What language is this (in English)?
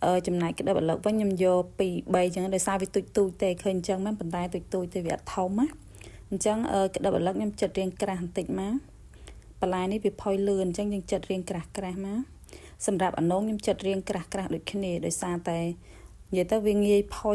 Khmer